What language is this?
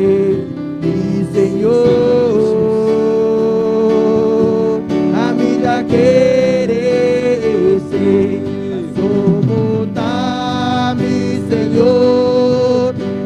Papiamento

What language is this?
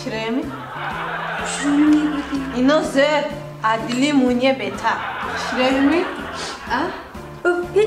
Tajik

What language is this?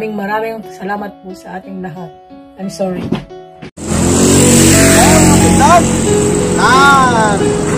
Filipino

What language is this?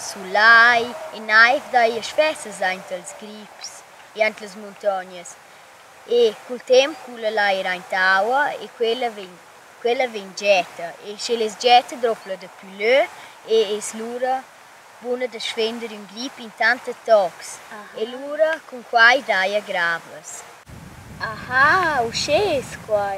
Romansh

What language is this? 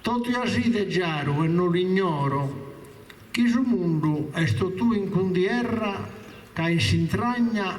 Sardinian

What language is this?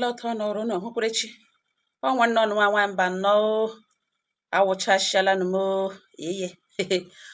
Igbo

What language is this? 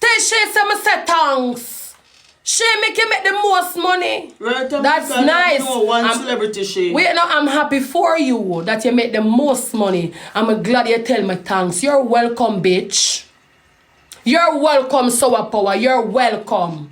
Jamaican Creole English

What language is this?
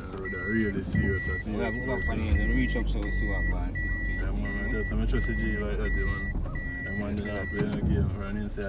Jamaican Creole English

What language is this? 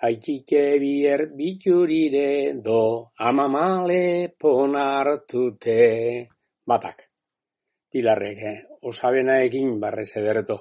Basque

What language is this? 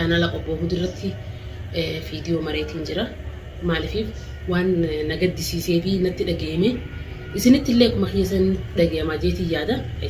Oromo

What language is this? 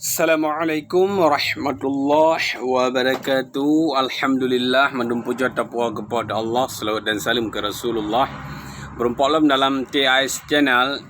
Achinese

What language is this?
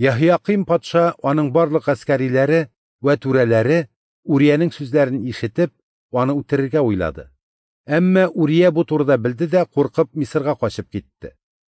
Tatar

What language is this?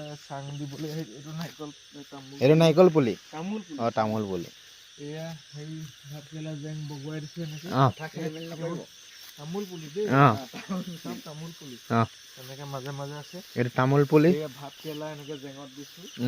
Assamese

